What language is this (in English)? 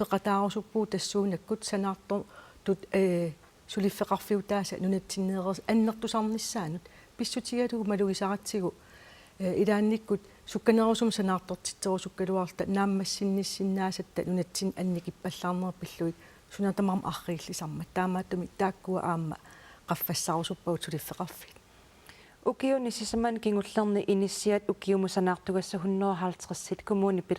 Kalaallisut